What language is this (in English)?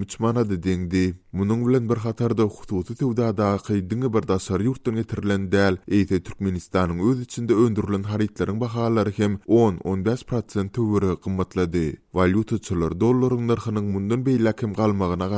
Turkmen